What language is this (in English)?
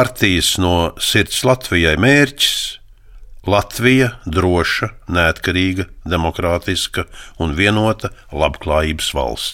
Latvian